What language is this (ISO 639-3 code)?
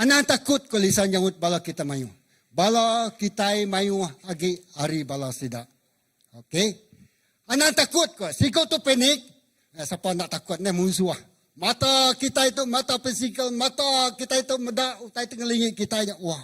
iba